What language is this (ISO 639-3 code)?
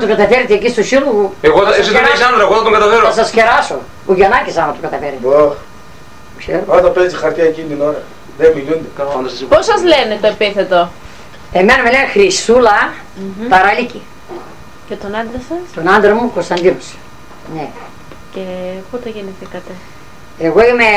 ell